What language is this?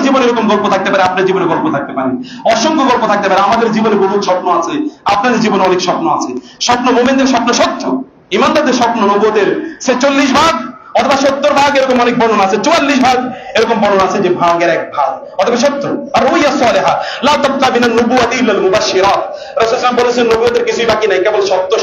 Bangla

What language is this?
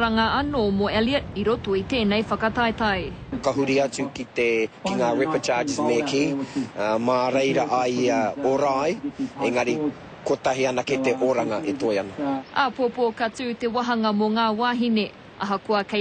Māori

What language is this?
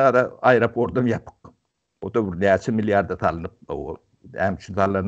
Turkmen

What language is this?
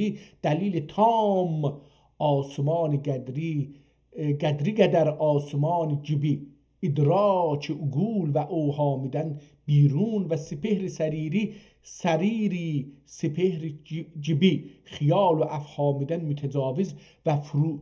South Azerbaijani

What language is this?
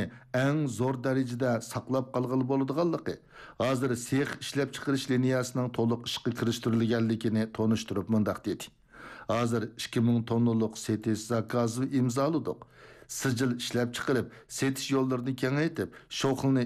Uyghur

